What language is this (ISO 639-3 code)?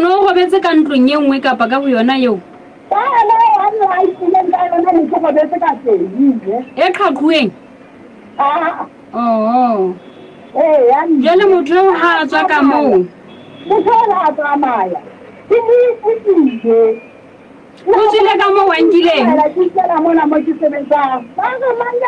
sot